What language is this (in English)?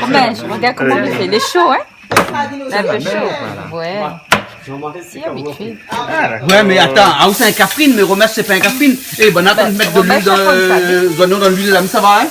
Réunion Creole French